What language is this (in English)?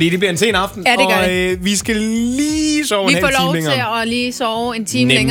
Danish